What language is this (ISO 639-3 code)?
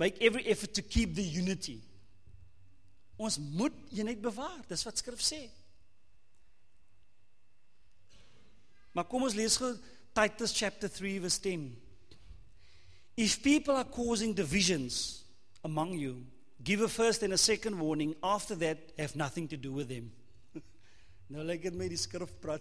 afr